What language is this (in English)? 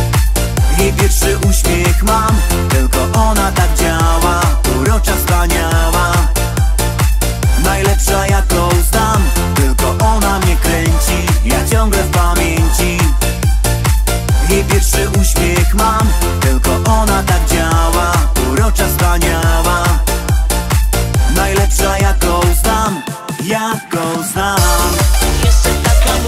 Polish